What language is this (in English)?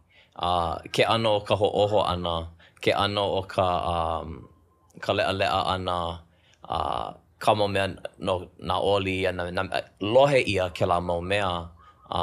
Hawaiian